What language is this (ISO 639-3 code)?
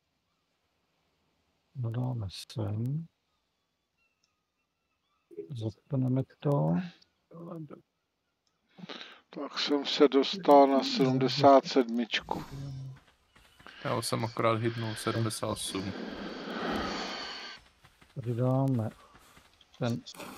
ces